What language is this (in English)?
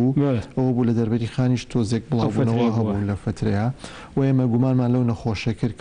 Central Kurdish